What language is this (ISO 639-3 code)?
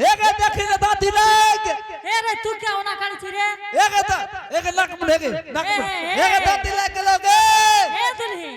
anp